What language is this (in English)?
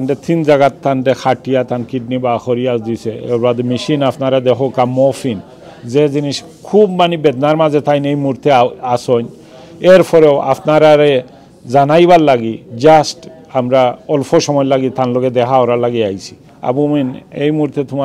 Sylheti